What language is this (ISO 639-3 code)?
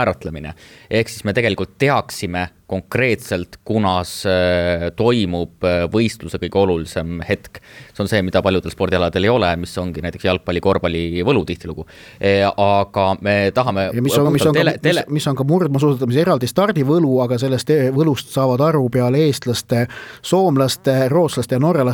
est